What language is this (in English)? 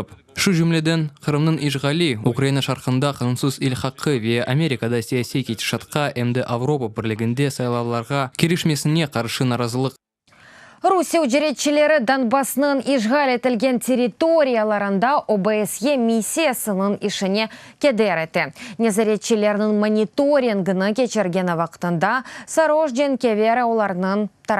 Crimean Tatar